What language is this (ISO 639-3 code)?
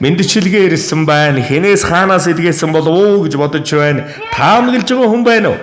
mon